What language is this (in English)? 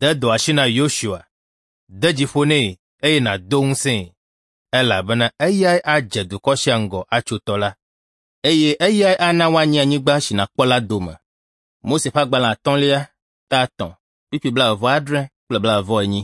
Ewe